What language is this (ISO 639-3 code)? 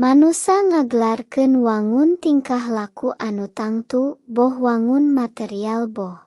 sun